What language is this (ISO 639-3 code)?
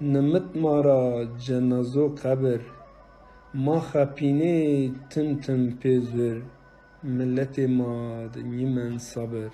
zza